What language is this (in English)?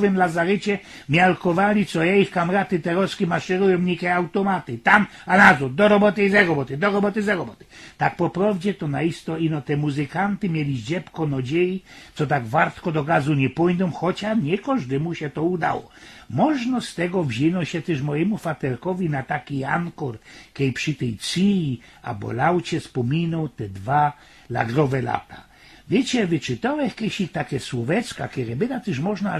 Silesian